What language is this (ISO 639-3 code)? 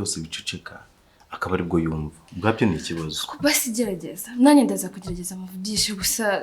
kin